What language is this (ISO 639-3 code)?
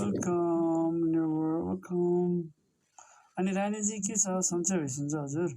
nep